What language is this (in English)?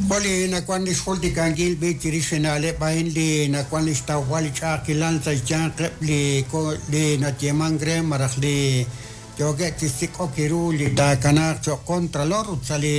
Kekchí